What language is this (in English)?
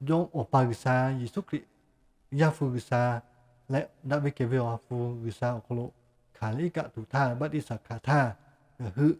Lahu